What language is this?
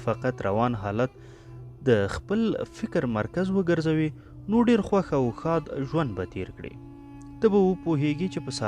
Pashto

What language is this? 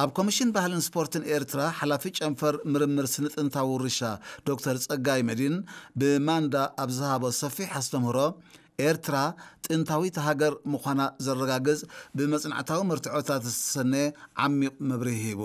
Tigrinya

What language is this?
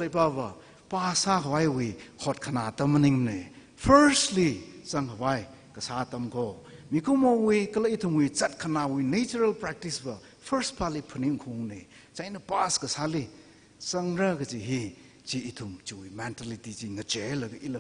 Tangkhul Naga (India)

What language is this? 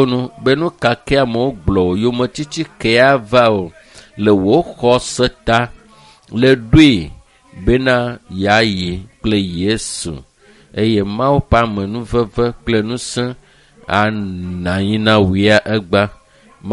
Ewe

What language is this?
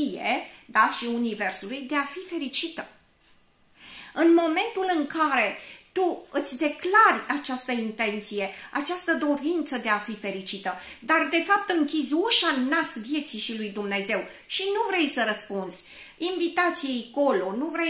Romanian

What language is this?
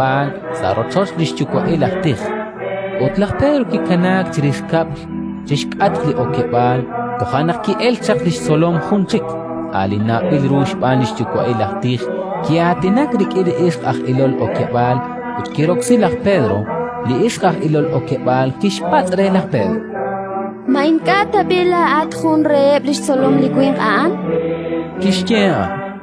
Kekchí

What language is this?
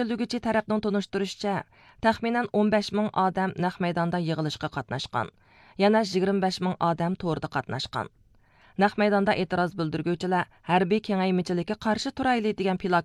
Uyghur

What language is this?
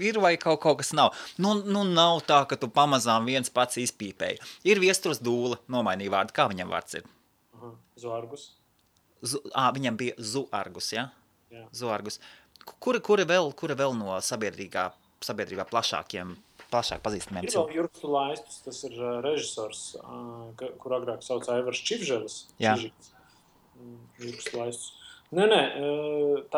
Latvian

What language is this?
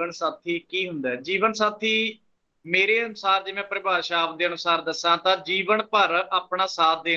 Punjabi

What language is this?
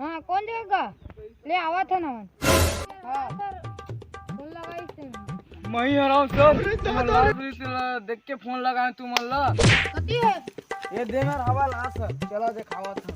Chhattisgarhi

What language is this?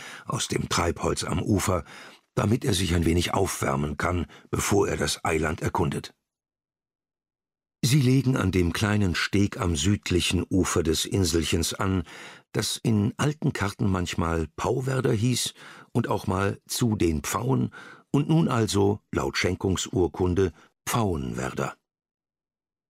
German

